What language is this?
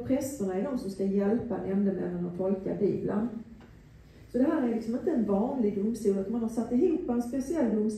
Swedish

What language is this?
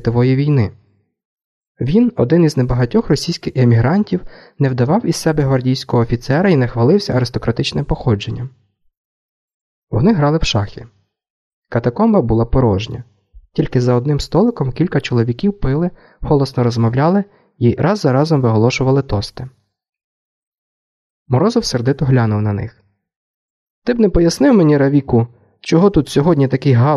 Ukrainian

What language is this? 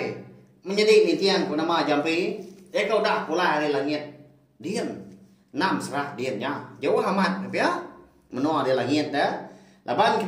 Iban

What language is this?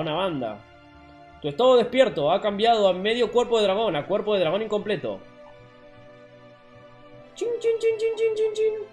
Spanish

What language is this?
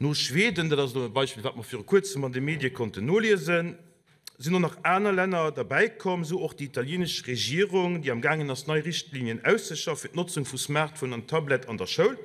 Luxembourgish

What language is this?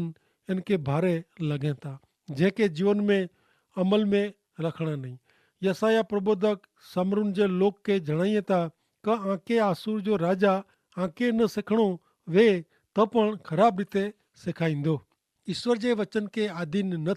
Kachhi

